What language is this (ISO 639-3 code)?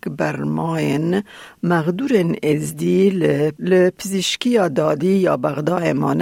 kur